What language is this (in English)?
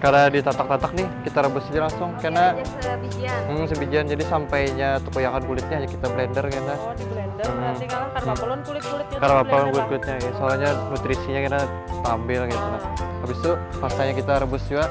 Banjar